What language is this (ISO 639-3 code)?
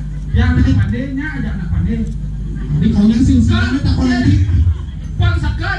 ban